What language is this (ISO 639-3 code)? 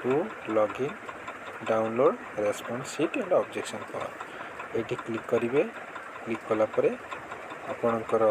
ori